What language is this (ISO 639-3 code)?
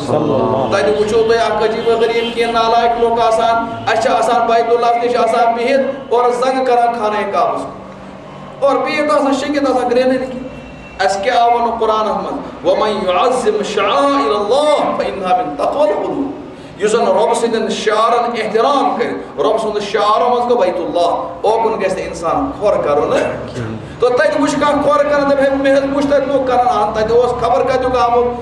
kas